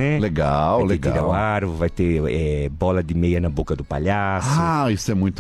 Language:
Portuguese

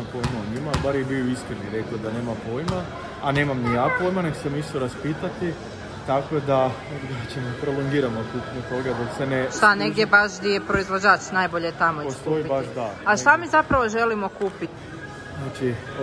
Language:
Croatian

